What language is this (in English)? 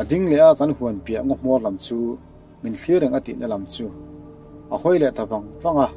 Mizo